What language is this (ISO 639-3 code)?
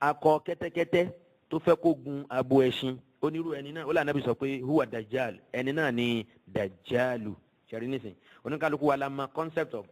yor